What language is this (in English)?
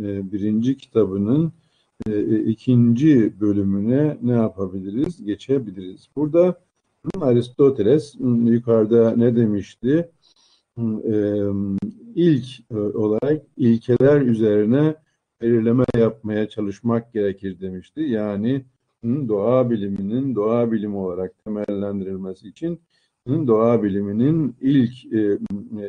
Turkish